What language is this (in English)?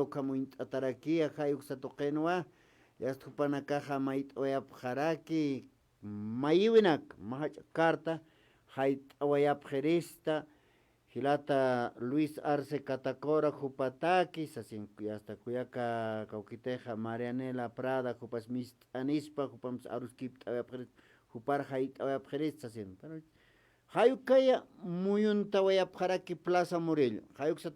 Aymara